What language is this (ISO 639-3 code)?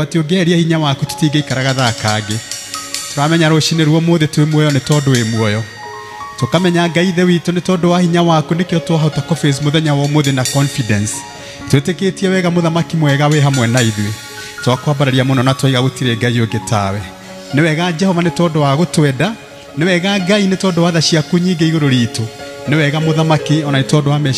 kik